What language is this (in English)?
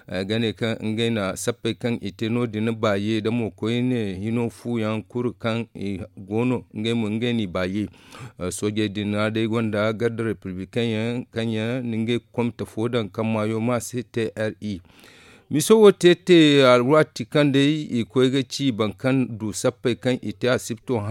Zarma